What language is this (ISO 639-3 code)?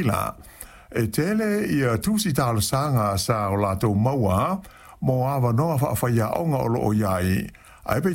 smo